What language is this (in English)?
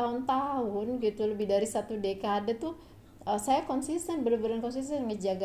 Indonesian